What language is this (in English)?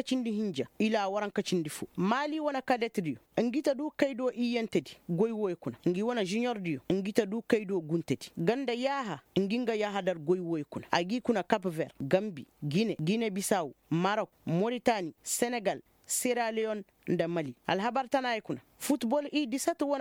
Koyraboro Senni